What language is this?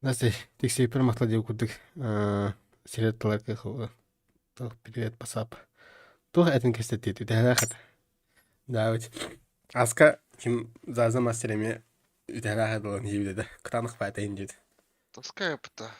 Yakut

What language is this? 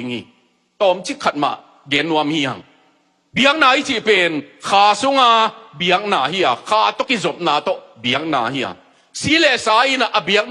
Tedim Chin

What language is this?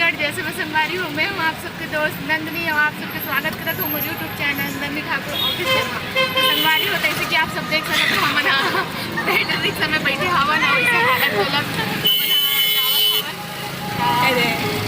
Chhattisgarhi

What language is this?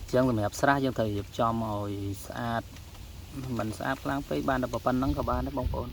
Khmer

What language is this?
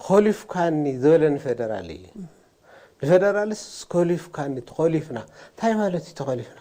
Tigrinya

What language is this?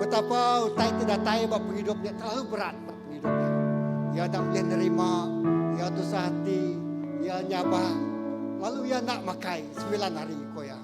Iban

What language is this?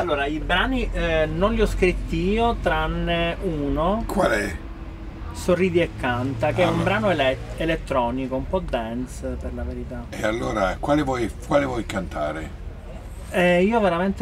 Italian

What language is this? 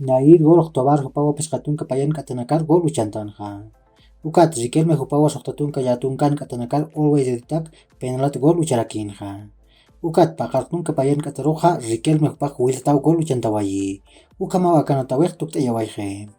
Aymara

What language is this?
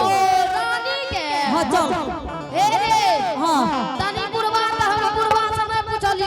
Angika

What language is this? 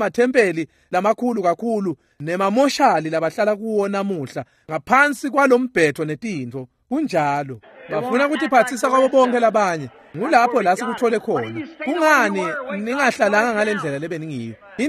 Swati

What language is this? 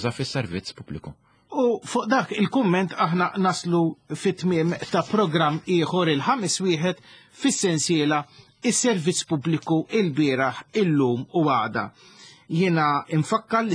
Maltese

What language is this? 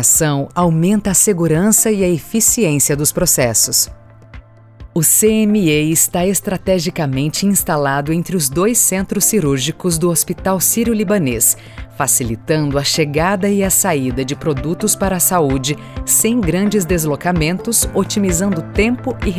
Portuguese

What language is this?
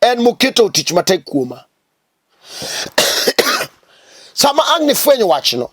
Luo (Kenya and Tanzania)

